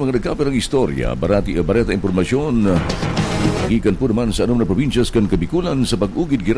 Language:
Bikol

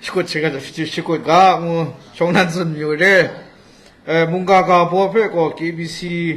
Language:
Kachin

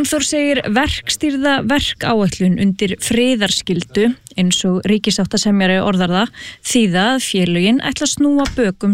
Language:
Icelandic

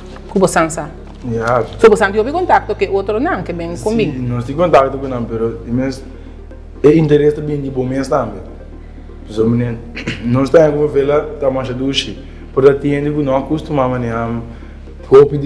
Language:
Papiamento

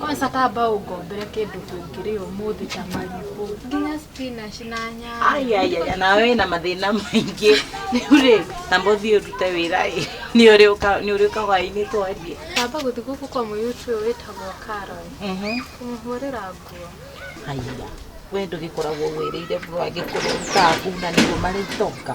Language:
Kikuyu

